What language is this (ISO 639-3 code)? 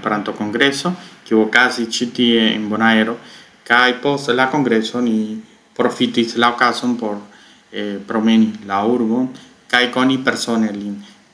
epo